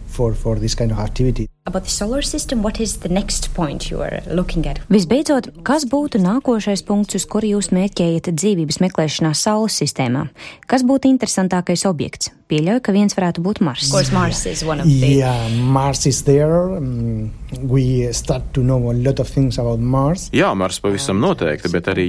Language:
Latvian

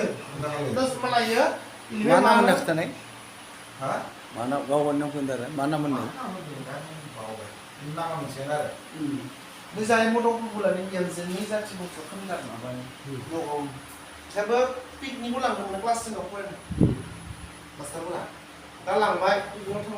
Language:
Bodo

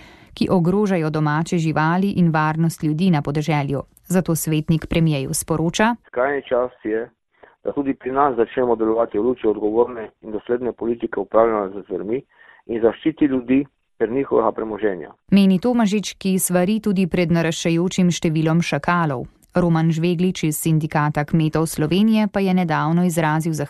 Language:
Slovenian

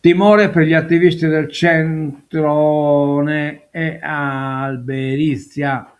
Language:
Sardinian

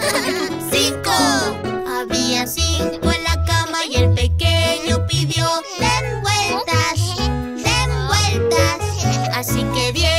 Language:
Spanish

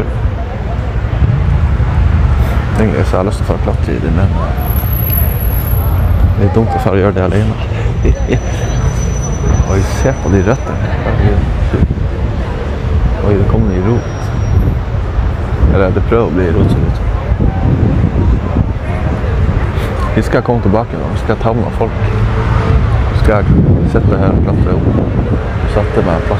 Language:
Norwegian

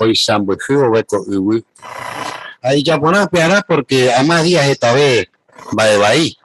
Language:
Guarani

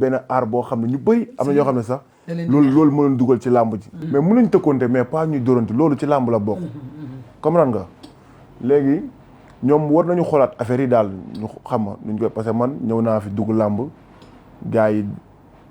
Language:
Wolof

